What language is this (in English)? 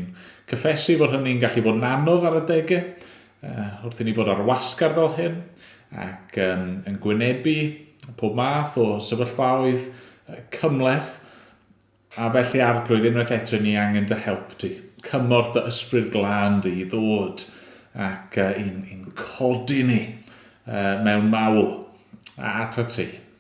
Welsh